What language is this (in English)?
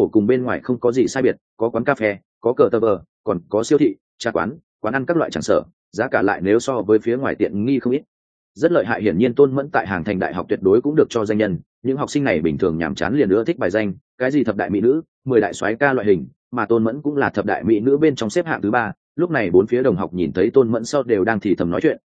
Vietnamese